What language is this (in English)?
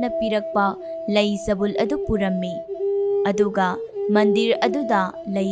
Manipuri